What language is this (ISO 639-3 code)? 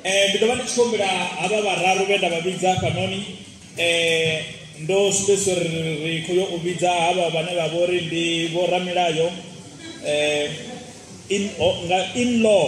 ven